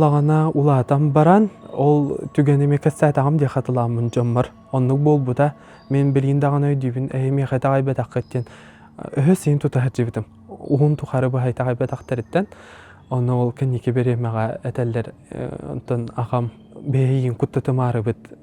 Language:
Yakut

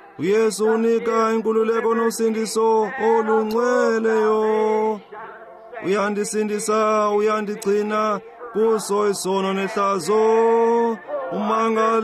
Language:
Xhosa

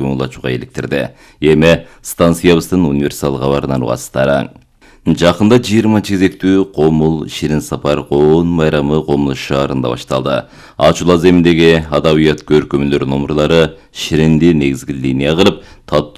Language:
Kyrgyz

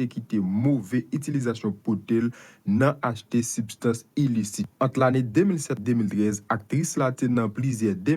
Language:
Haitian Creole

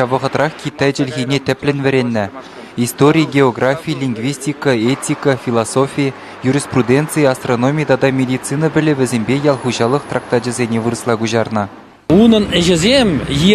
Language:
Chuvash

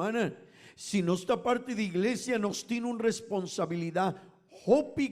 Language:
Papiamento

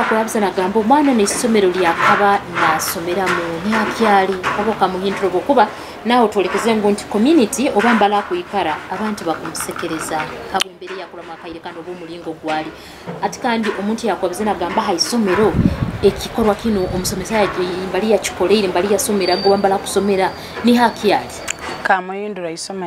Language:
Nyoro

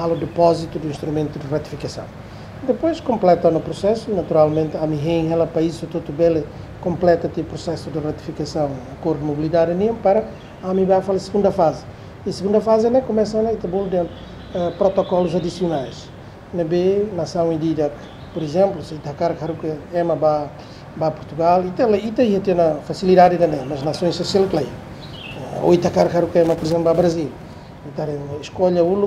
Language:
Tetum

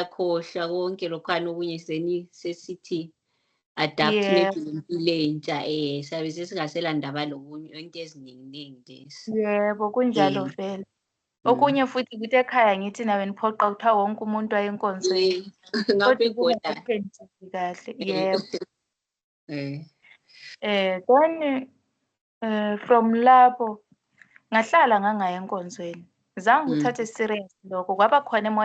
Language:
Zulu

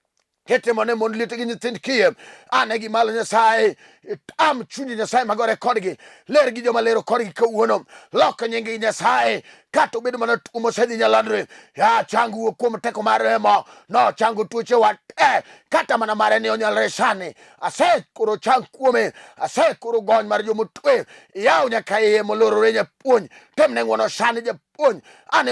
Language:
Luo (Kenya and Tanzania)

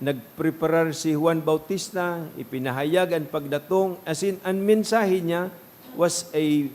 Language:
Bikol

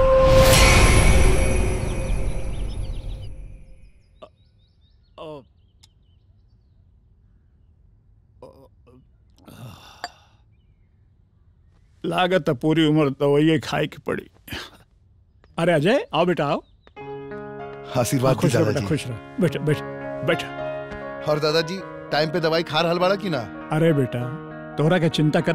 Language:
Bhojpuri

